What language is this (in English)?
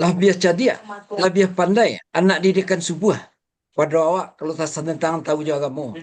Minangkabau